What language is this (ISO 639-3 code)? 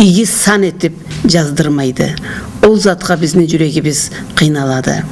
krc